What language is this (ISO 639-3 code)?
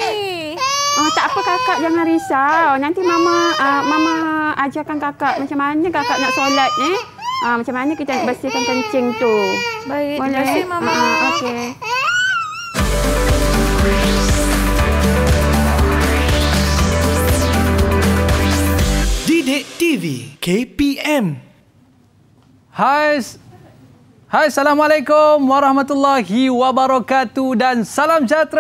msa